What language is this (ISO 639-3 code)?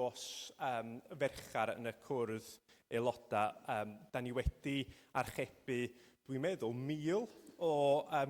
cym